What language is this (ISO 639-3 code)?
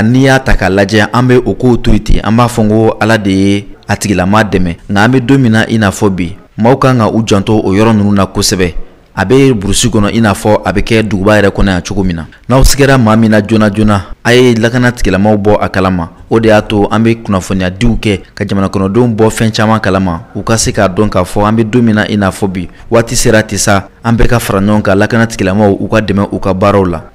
bam